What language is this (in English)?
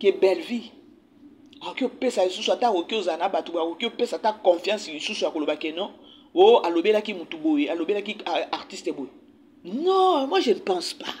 Lingala